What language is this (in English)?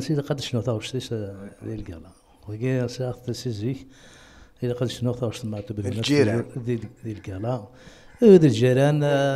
Kabyle